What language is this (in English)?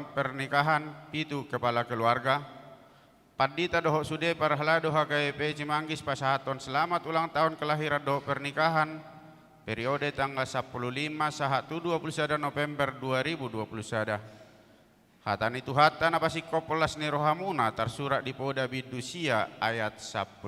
Batak Toba